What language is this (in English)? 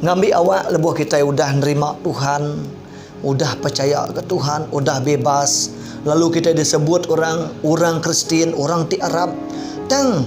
Iban